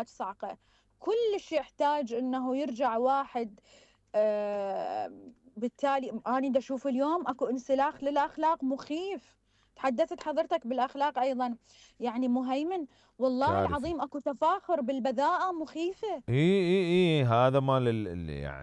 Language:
Mesopotamian Arabic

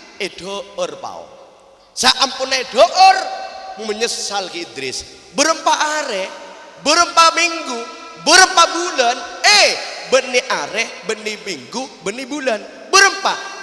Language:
Madurese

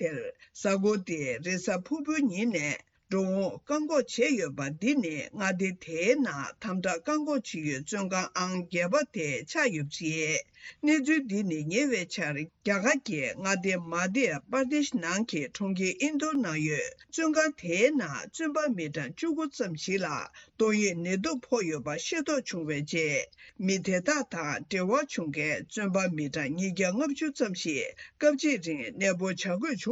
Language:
Tibetan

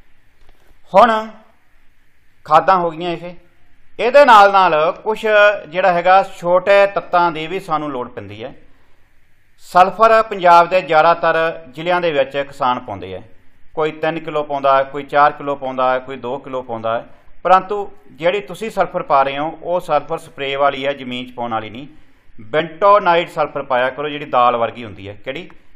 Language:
Punjabi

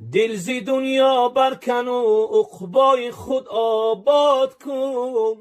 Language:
Tajik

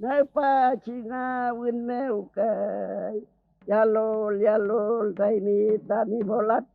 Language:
Mapuche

